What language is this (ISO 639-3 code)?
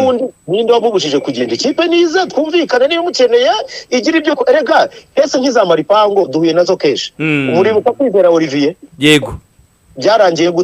kin